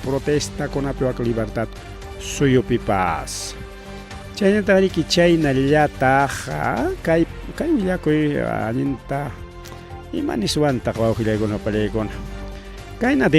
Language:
Ayacucho Quechua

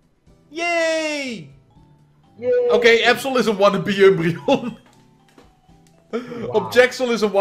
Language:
Dutch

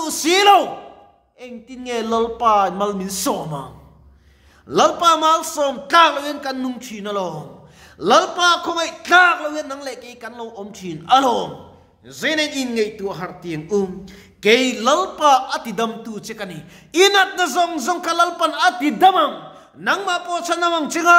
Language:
Mizo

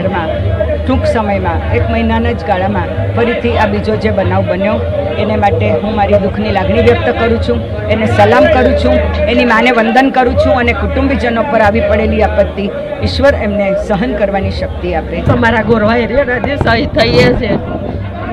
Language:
Gujarati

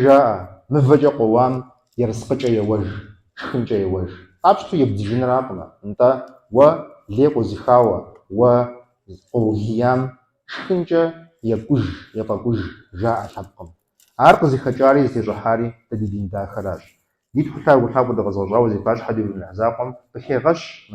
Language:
Kabardian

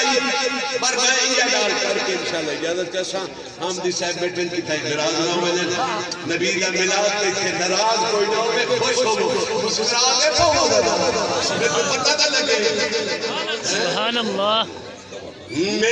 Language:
Saraiki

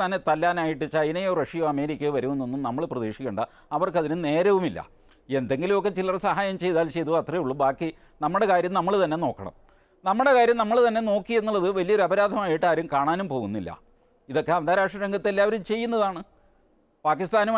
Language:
Malayalam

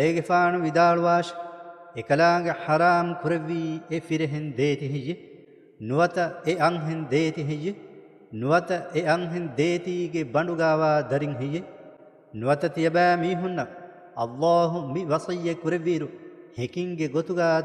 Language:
Divehi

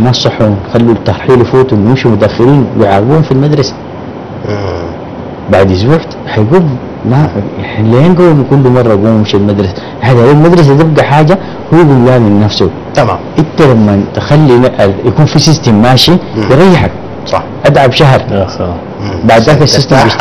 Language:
Sudanese Arabic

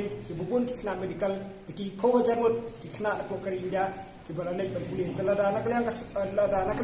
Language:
Khasi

